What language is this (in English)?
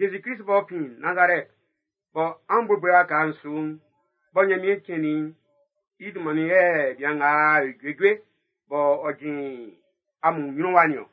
Baoulé